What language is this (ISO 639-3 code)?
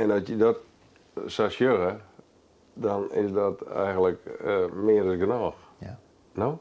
fry